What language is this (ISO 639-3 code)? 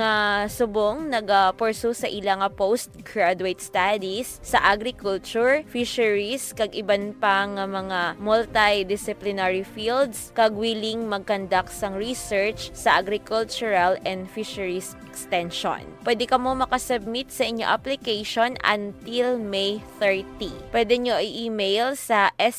hil